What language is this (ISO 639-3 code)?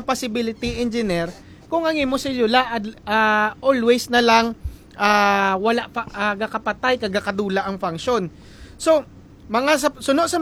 hil